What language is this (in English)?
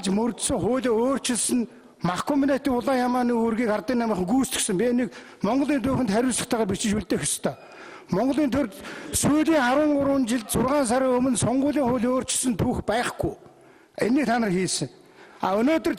Mongolian